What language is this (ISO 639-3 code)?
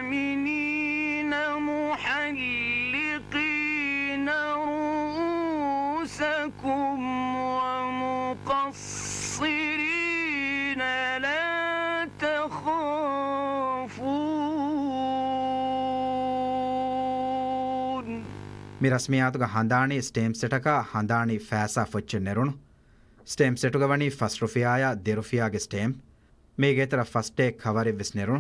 div